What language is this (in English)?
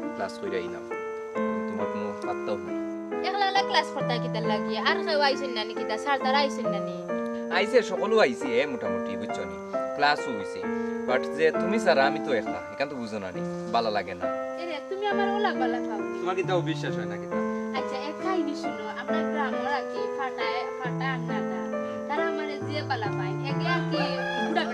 Sylheti